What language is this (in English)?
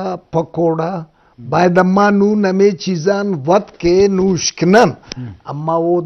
Eastern Balochi